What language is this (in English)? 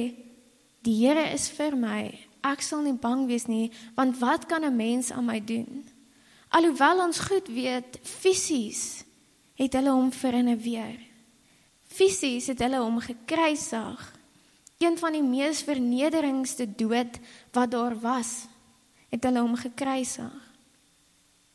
Afrikaans